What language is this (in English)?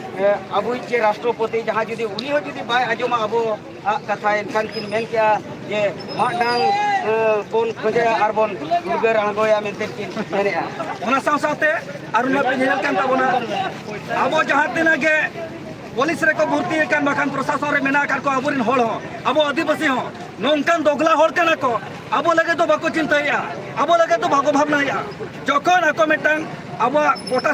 Santali